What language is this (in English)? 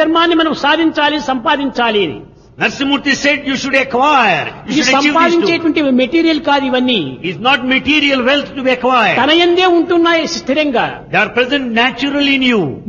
Telugu